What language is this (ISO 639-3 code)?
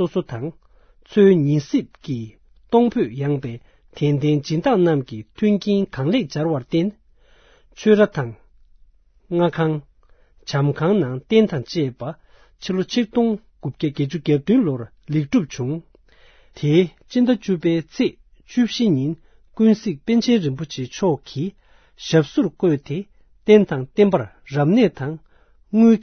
bod